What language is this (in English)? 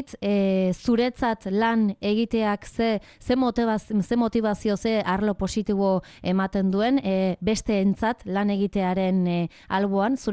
Basque